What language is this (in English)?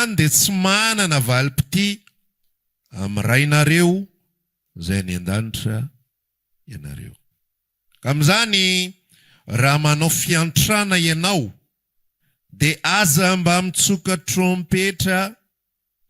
Malagasy